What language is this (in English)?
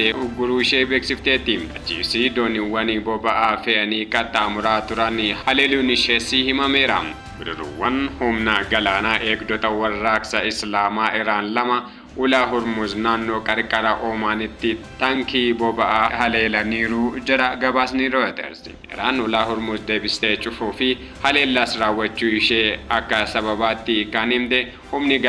Oromo